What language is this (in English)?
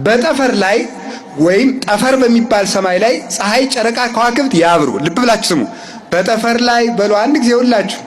Amharic